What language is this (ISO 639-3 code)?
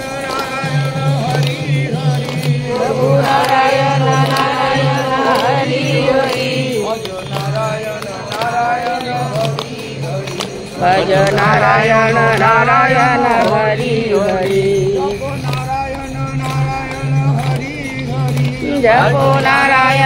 ben